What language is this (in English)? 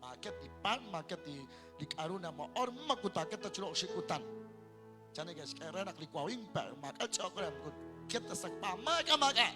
Kekchí